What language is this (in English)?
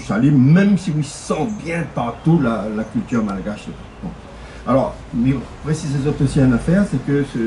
Réunion Creole French